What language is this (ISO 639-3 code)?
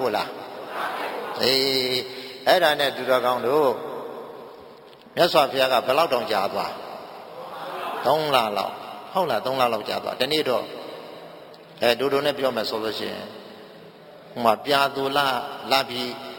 mya